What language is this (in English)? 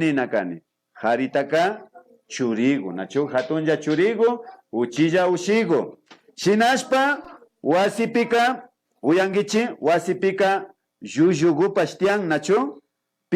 Imbabura Highland Quichua